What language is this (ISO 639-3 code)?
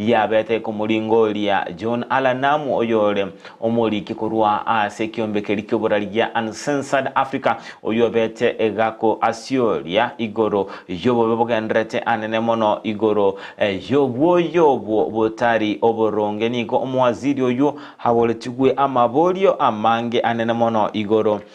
guz